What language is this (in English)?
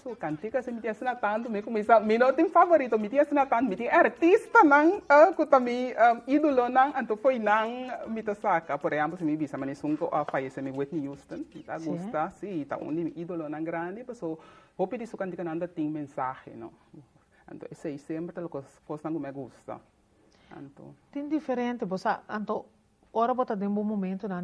Papiamento